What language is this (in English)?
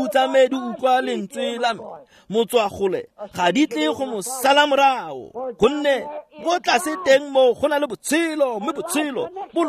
Tswana